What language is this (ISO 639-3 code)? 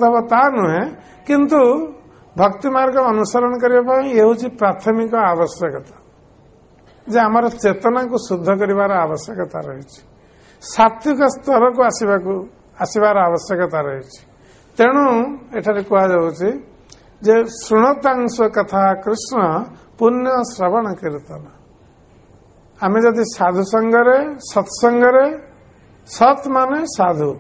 ori